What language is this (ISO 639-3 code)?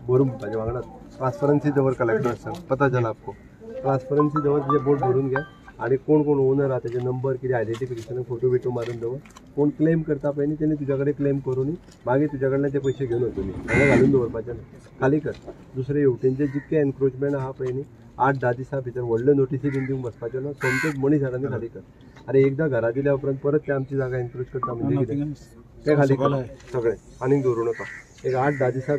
kok